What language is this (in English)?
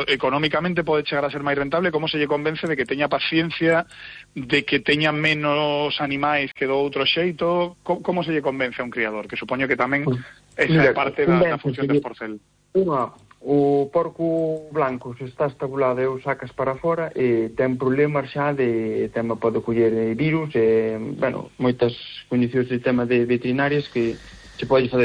Galician